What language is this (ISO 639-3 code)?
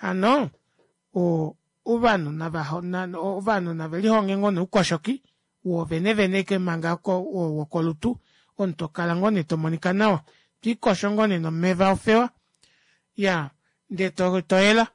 kua